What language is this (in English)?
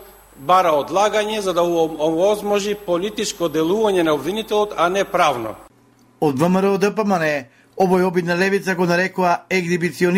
Macedonian